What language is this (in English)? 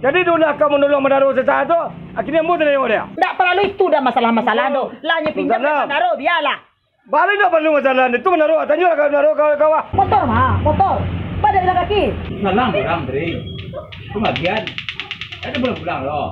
Minangkabau